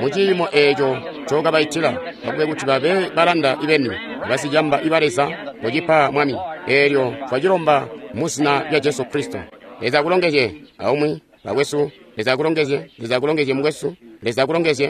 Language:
Tonga (Zambia)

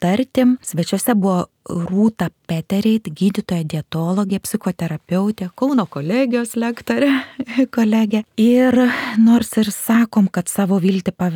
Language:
Lithuanian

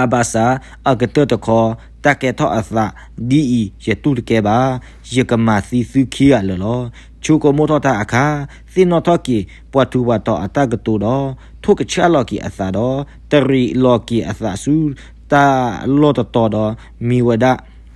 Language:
S'gaw Karen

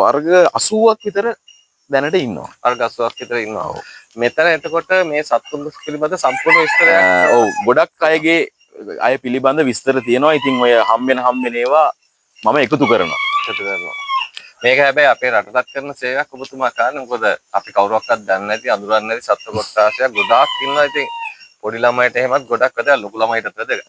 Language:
Sinhala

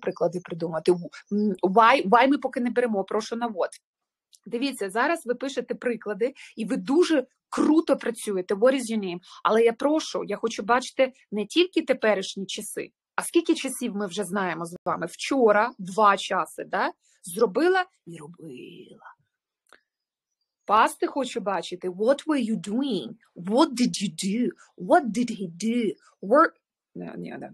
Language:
Ukrainian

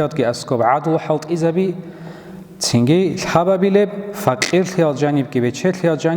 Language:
Avaric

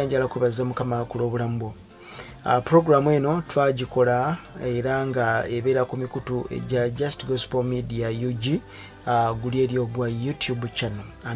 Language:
Ganda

